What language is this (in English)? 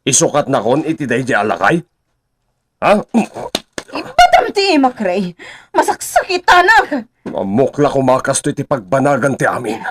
Iloko